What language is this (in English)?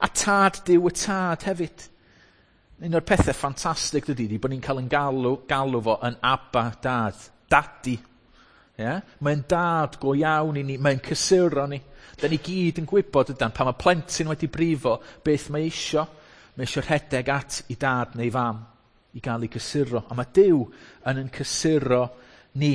Welsh